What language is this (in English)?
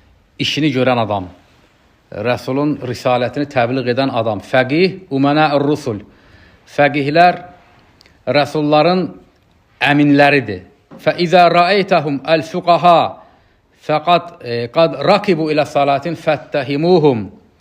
Azerbaijani